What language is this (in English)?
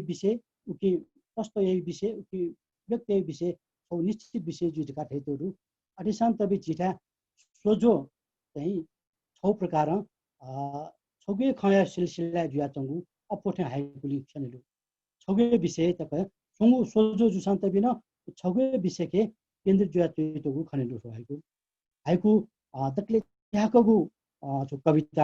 Newari